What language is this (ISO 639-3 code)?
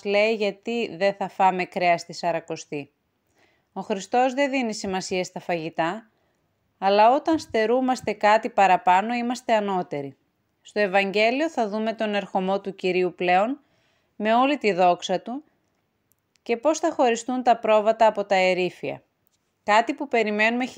ell